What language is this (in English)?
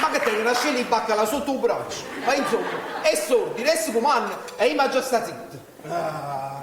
Neapolitan